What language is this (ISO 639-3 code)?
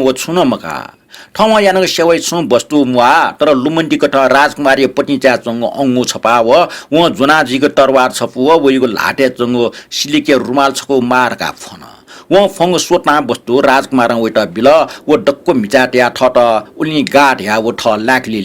new